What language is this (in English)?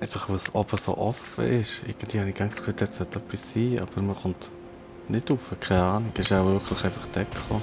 Swiss German